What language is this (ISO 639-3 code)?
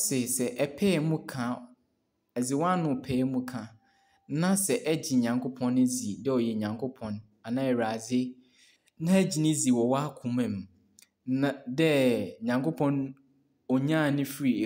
aka